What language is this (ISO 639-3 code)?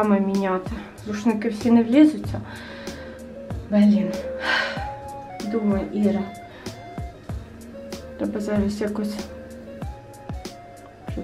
ukr